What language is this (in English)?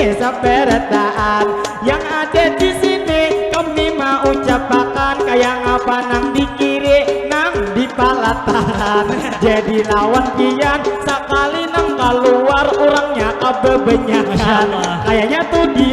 Banjar